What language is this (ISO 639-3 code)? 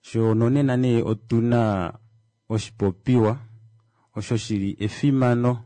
kua